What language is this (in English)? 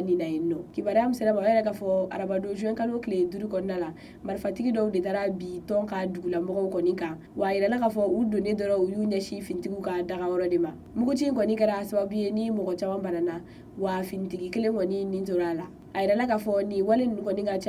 Bambara